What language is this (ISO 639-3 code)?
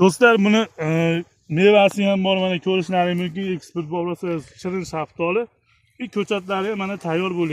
uzb